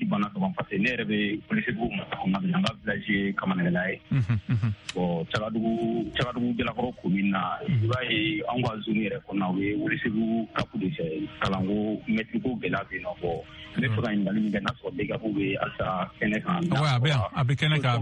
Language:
Bambara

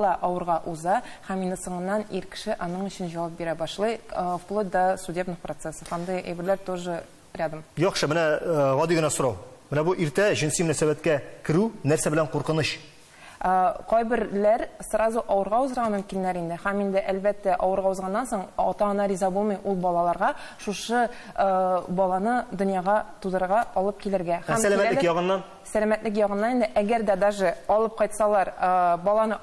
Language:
Tatar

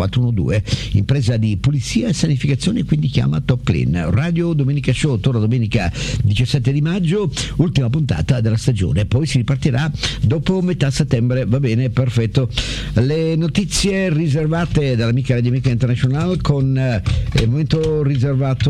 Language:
Italian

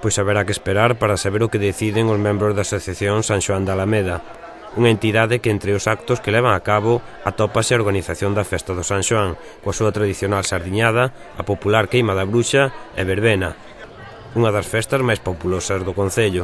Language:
Galician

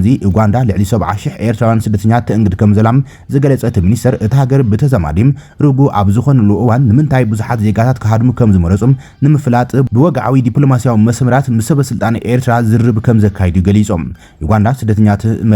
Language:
Tigrinya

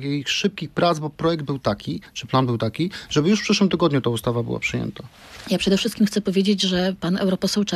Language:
Polish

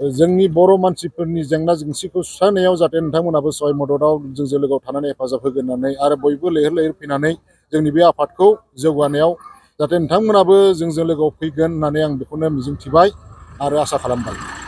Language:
Bodo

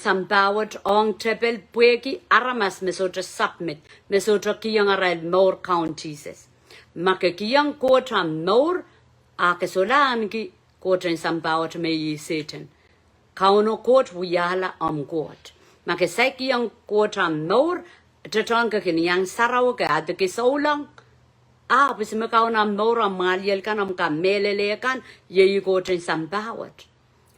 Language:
Pohnpeian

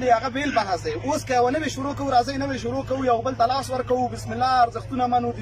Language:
Pashto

